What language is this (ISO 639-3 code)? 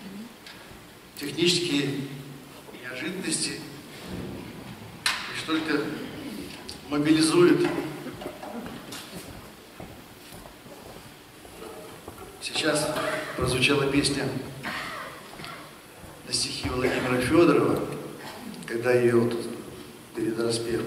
rus